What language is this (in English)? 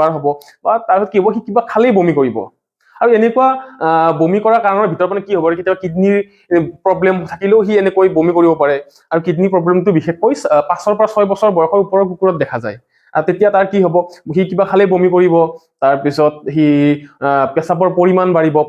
Assamese